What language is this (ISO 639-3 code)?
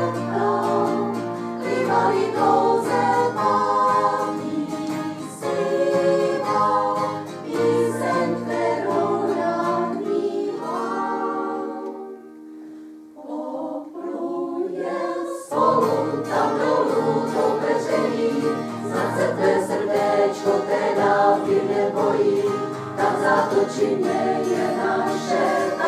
ces